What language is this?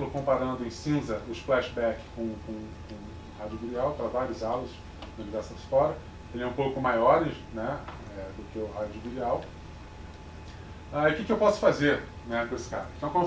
Portuguese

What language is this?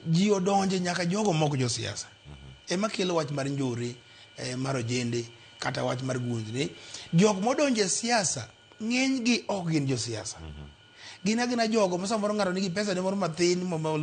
Luo (Kenya and Tanzania)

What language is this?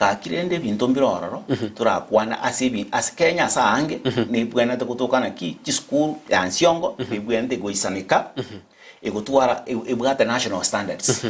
Gusii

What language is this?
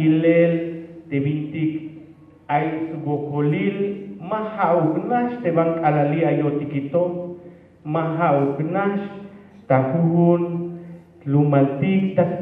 Tzeltal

